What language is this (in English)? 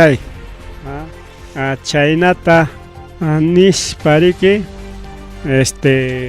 Ayacucho Quechua